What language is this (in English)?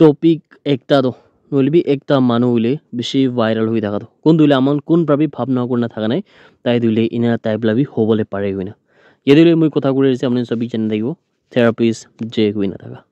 Naga Pidgin